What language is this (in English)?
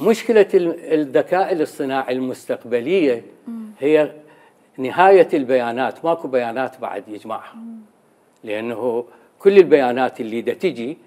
Mesopotamian Arabic